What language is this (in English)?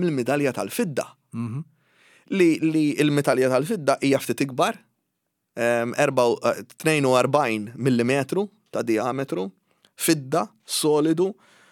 Maltese